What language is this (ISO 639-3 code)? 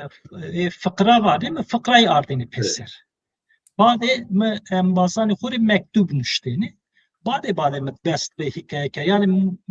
zza